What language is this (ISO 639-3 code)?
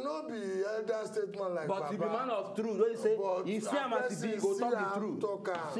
pcm